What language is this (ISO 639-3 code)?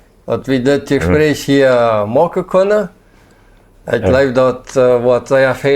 pdt